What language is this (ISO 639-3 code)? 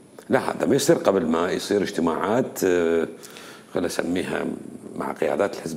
acm